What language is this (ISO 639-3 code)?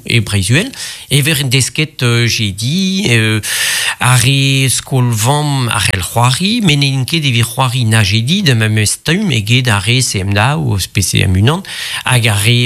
bre